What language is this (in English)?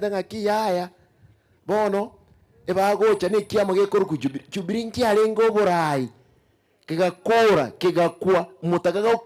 Gusii